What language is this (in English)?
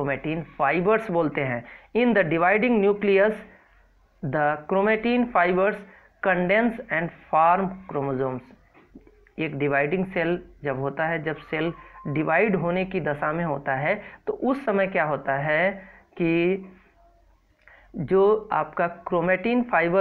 Hindi